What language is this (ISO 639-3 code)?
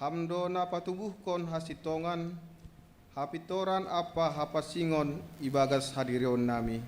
bts